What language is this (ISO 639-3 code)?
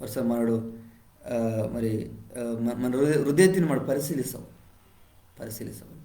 kff